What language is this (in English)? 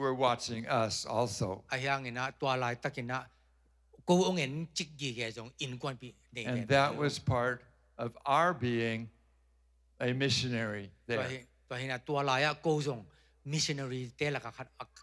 Tedim Chin